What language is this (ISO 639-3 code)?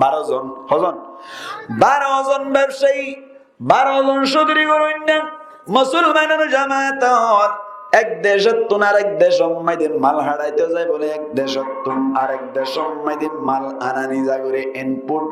rhg